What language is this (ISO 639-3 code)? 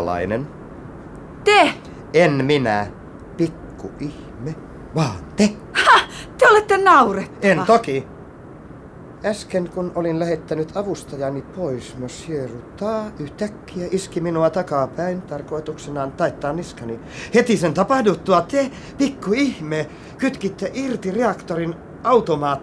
fin